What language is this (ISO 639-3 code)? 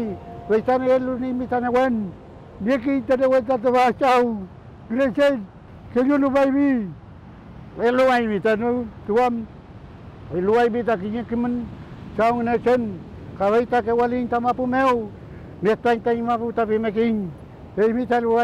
arn